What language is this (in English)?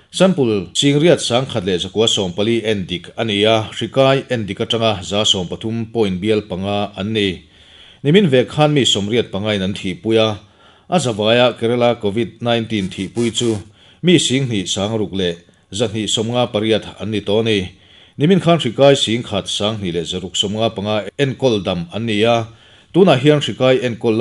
Mizo